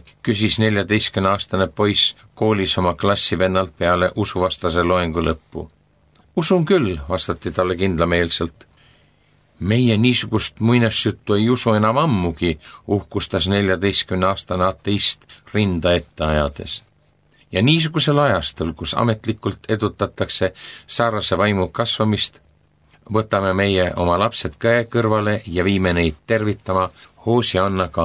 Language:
Estonian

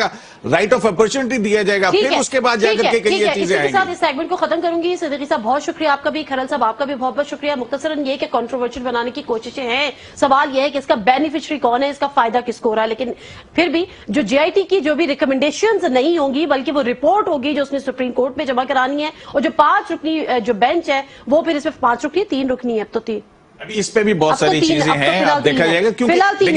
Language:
Urdu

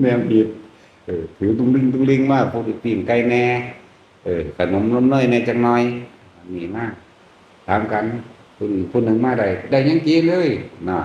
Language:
Northeastern Thai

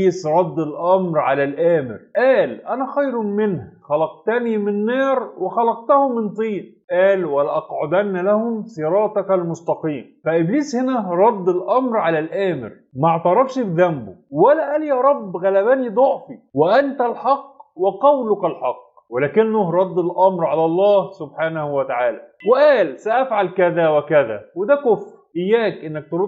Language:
Egyptian Arabic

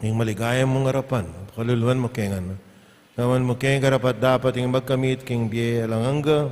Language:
Pampanga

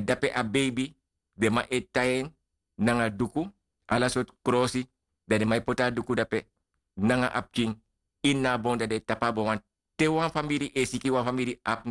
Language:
Sranan Tongo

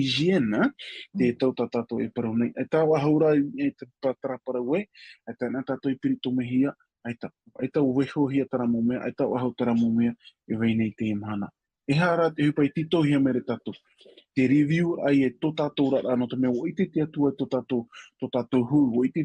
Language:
Tahitian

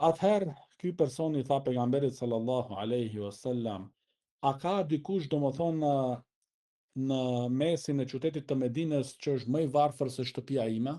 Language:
Albanian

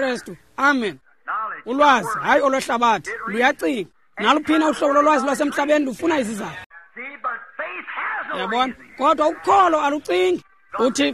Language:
Xhosa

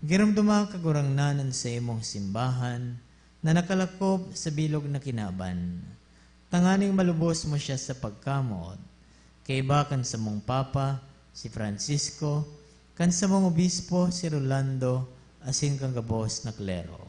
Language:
Bikol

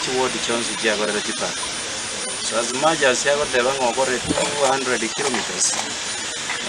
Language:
Gusii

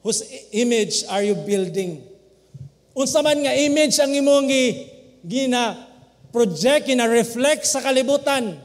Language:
Cebuano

